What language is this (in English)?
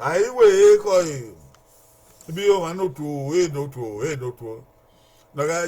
Bini